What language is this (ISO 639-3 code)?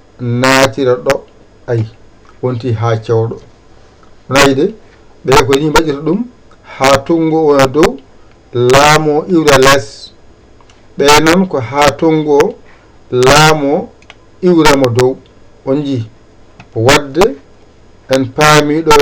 ful